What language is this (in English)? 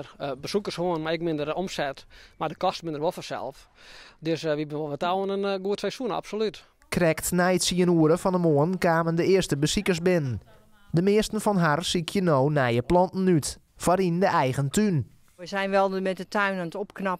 Western Frisian